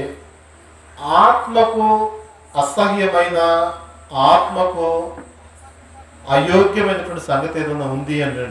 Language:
Telugu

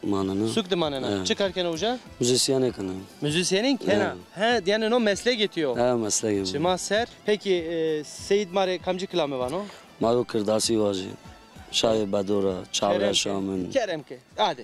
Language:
Zaza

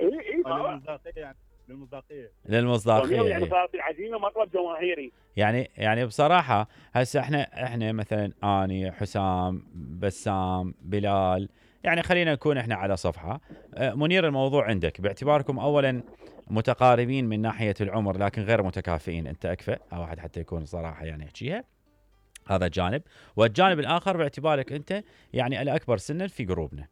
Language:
Mesopotamian Arabic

